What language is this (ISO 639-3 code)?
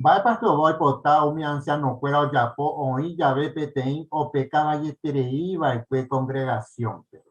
grn